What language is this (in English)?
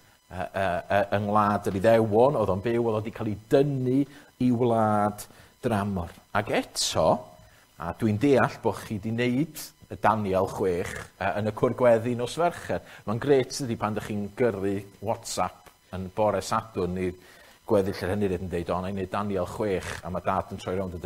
Welsh